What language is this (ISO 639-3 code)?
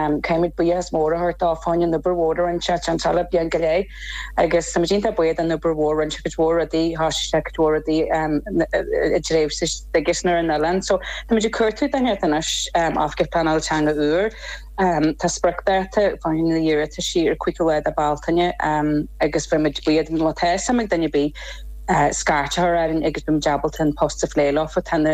gle